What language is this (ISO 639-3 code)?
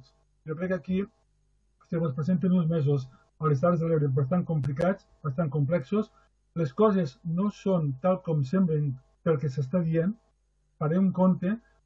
cat